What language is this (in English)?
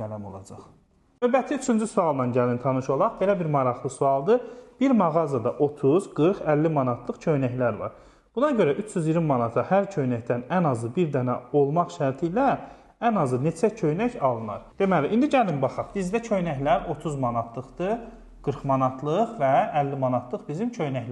Azerbaijani